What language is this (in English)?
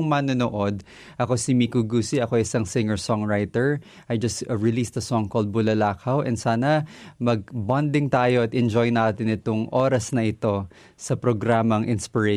Filipino